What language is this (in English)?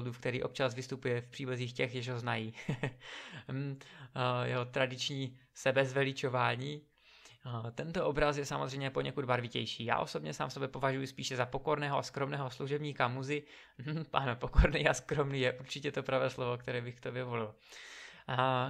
Czech